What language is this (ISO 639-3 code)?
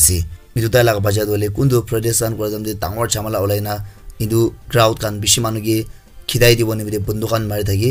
nag